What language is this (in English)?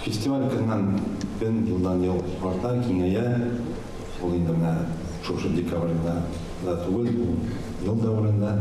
Tatar